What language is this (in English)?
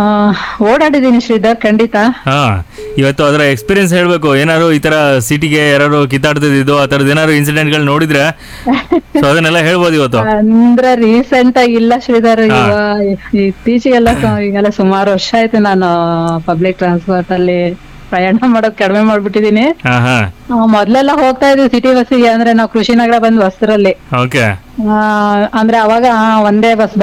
Kannada